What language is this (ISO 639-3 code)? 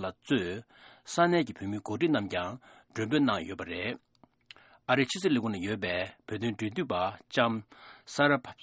bod